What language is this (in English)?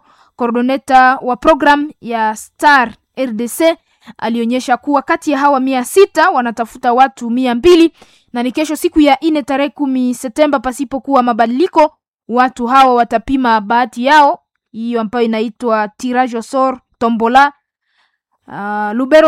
Swahili